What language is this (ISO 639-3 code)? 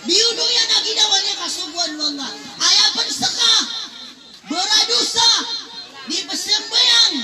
mrw